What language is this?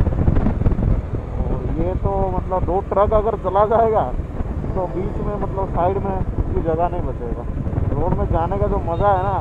Hindi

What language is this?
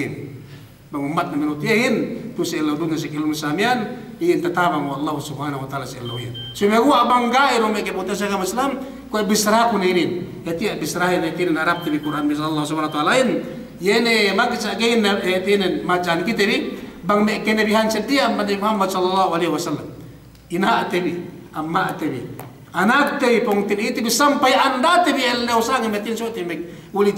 Yakan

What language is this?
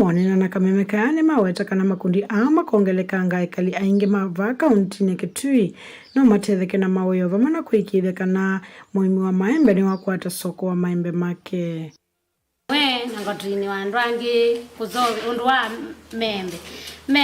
Kamba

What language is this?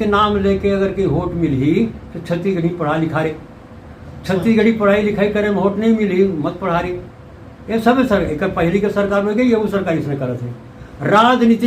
Chhattisgarhi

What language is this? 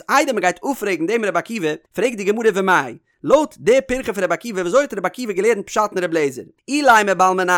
Yiddish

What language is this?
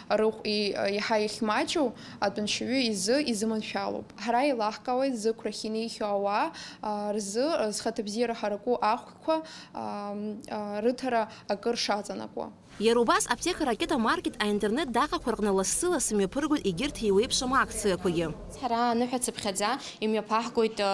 Abkhazian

